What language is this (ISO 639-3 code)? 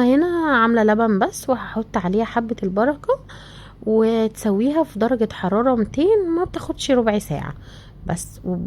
arz